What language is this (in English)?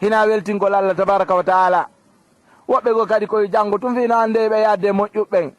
Fula